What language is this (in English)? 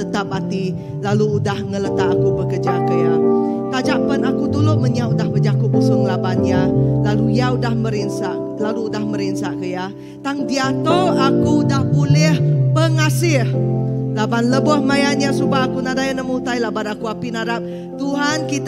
Iban